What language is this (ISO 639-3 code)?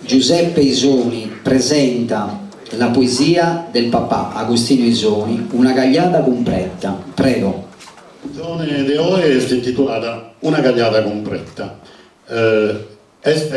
srd